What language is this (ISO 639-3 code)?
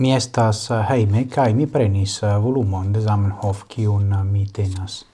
epo